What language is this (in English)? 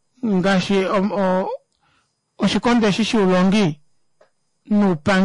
Kuanyama